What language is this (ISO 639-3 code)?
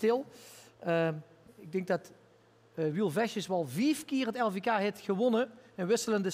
lim